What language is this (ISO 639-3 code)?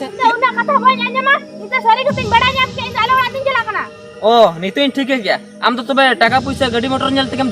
sat